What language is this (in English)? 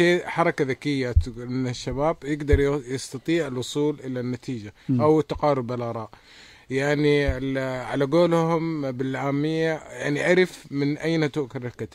Najdi Arabic